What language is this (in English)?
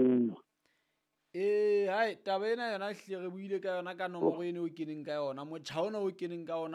Southern Sotho